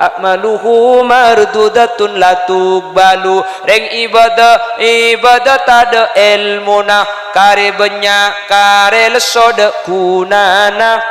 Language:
Madurese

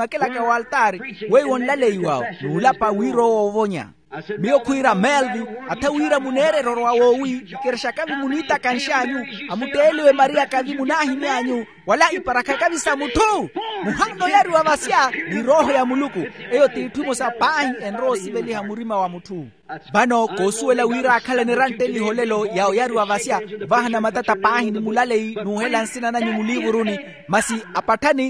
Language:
Makhuwa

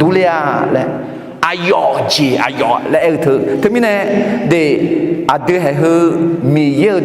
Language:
Akha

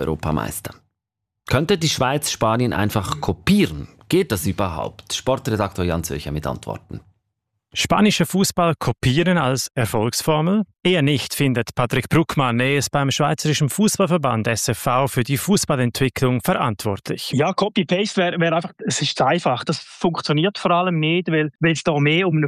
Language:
German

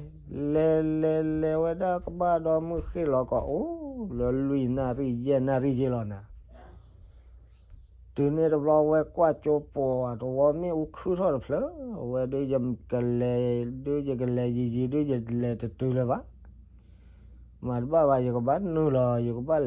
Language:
S'gaw Karen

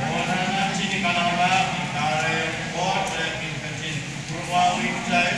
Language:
Pohnpeian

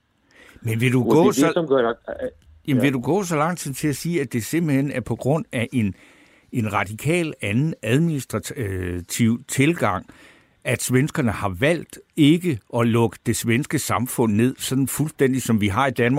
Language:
Danish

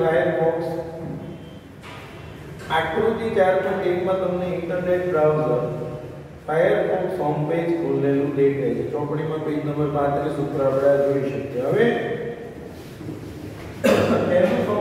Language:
Gujarati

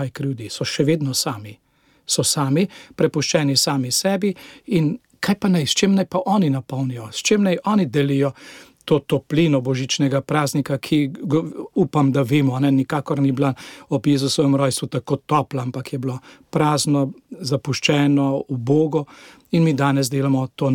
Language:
Slovenian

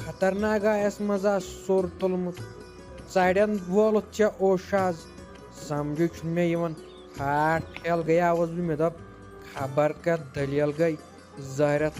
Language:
Kashmiri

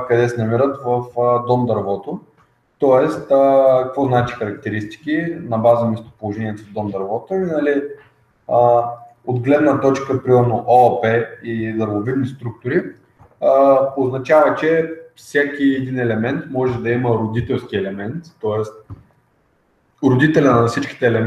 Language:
Bulgarian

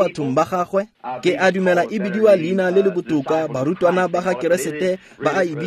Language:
Tswana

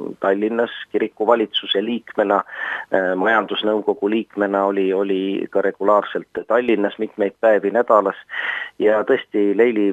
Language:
Estonian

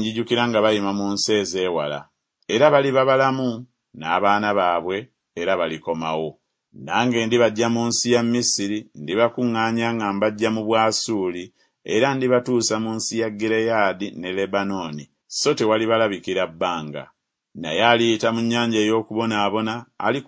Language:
Ganda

